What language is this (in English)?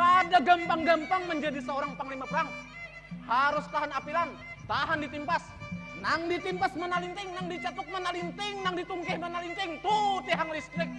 Banjar